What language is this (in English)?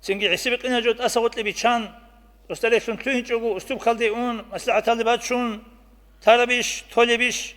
Avaric